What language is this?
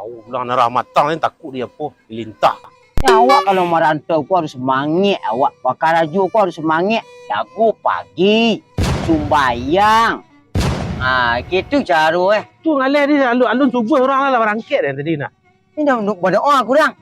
Minangkabau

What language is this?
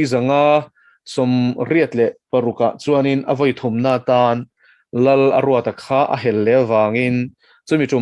Mizo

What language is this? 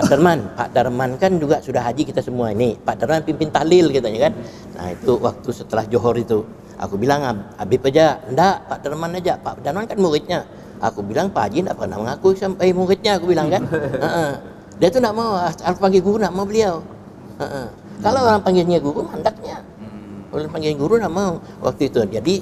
Banjar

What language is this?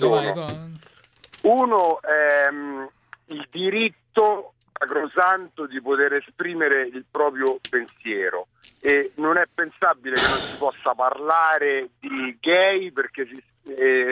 Italian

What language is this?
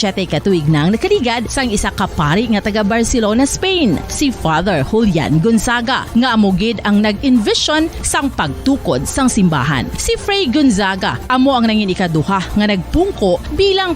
Hiligaynon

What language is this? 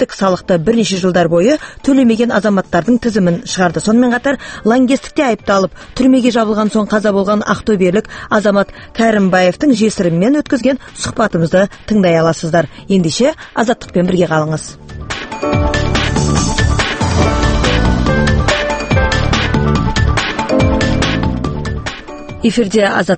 Kazakh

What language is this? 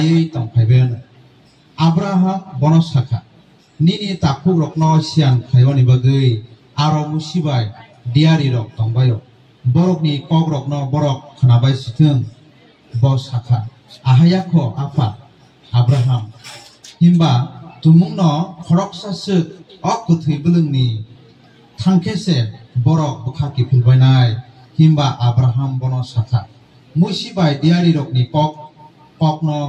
Kok Borok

